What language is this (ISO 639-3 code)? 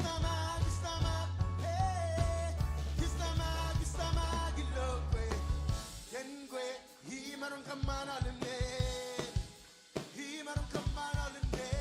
mah